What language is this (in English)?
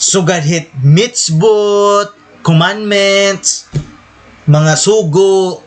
Waray